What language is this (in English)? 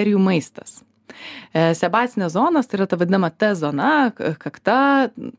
Lithuanian